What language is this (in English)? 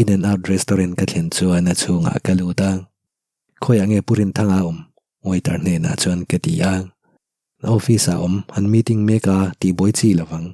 Mizo